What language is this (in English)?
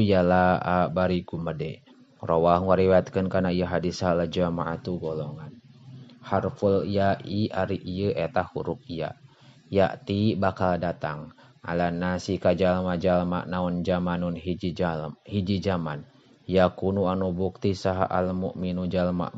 Sundanese